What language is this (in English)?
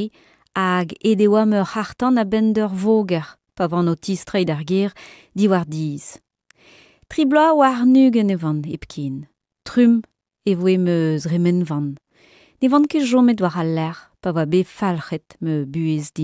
Breton